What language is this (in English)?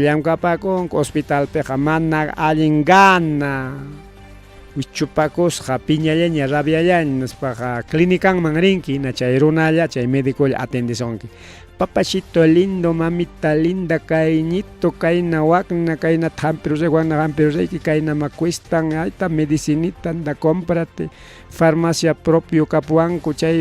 Ayacucho Quechua